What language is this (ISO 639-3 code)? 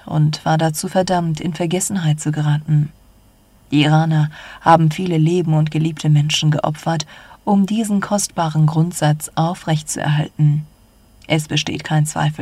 deu